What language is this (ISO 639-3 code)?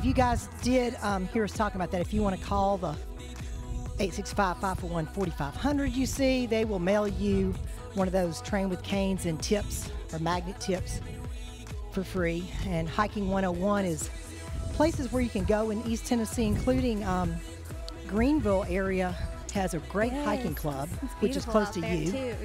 eng